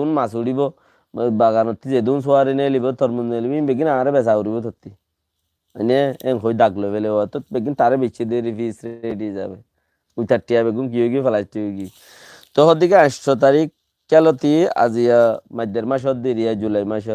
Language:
Rohingya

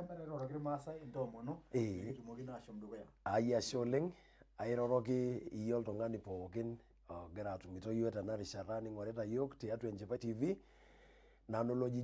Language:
Masai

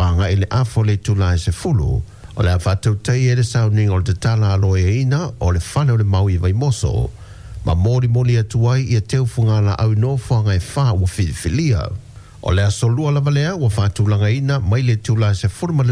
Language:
Samoan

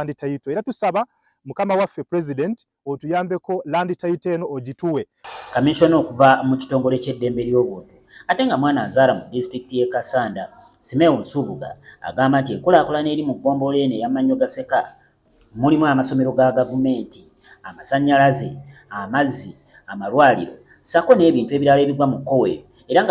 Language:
Ganda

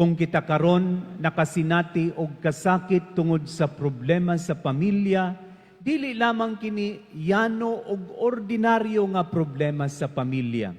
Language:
Cebuano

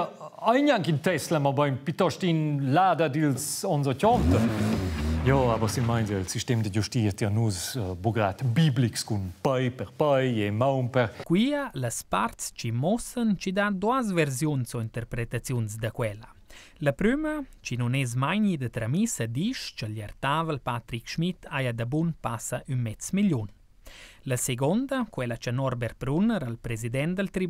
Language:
Romansh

